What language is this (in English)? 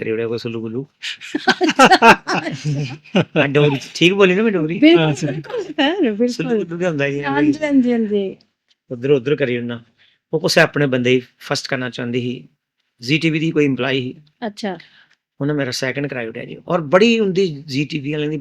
Dogri